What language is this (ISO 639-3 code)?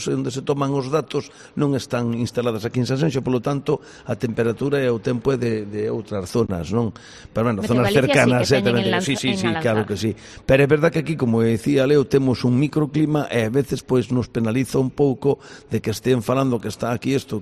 glg